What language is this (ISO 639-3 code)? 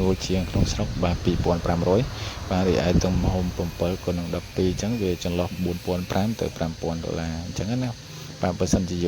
khm